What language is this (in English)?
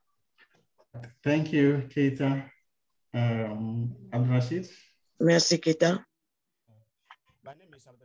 French